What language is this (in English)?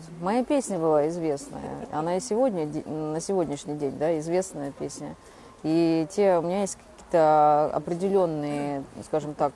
Russian